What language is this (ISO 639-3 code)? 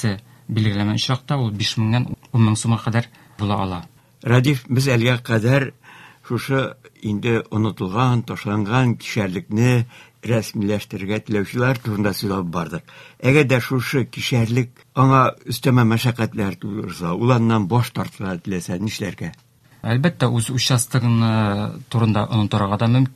tat